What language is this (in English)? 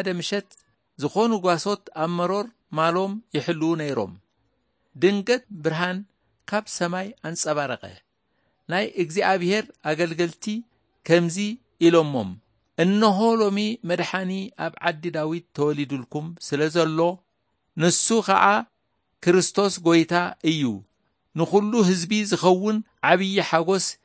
Tigrinya